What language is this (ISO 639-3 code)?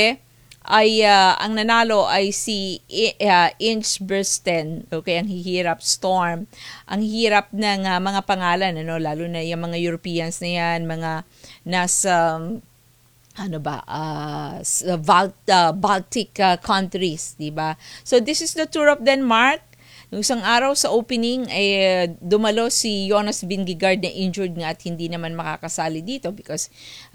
fil